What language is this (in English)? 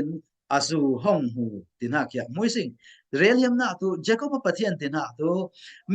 Falam Chin